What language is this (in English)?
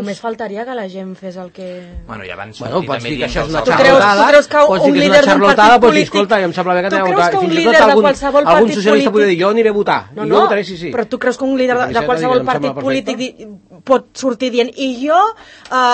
Catalan